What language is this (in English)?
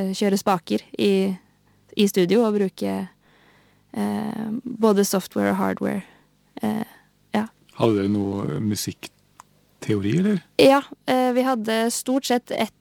Norwegian